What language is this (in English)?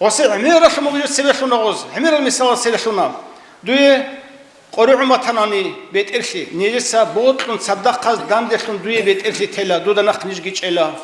Avaric